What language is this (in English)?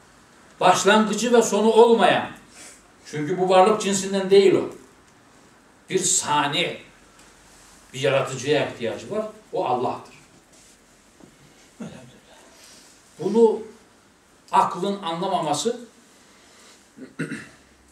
Turkish